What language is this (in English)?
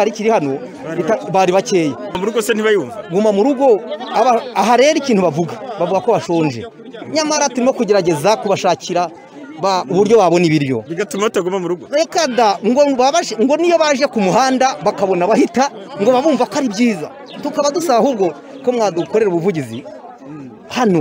Kinyarwanda